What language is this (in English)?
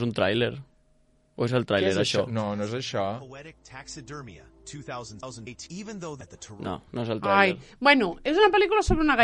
Catalan